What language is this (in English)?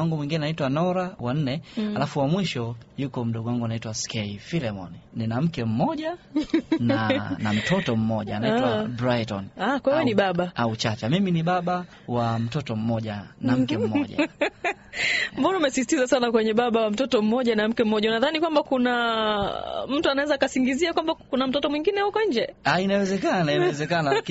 Swahili